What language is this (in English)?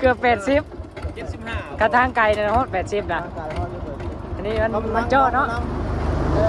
Lao